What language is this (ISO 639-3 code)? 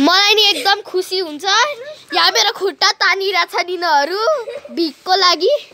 nep